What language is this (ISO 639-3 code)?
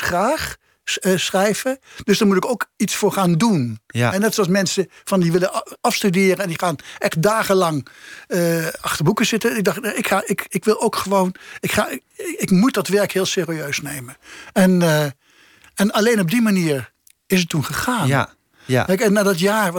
nld